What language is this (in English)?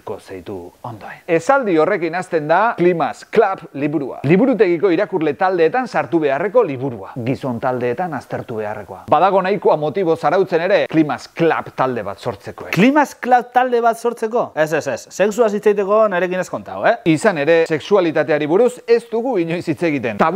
Basque